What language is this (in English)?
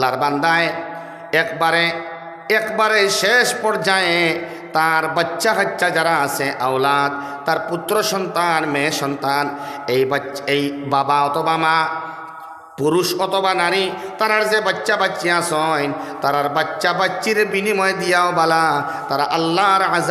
Sylheti